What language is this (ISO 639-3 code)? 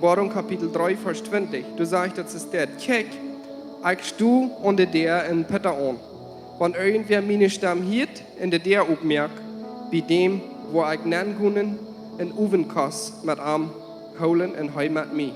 pdt